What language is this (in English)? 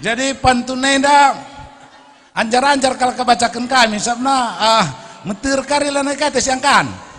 Batak Karo